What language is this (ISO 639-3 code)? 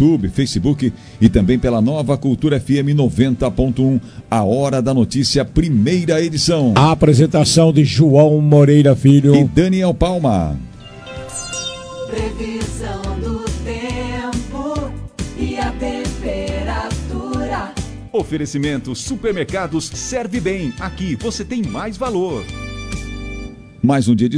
por